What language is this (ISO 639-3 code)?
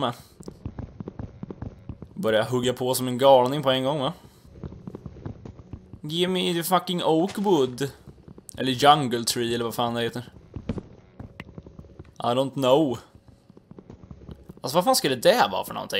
swe